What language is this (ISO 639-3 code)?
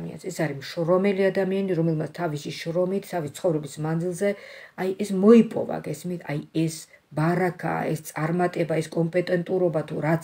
kat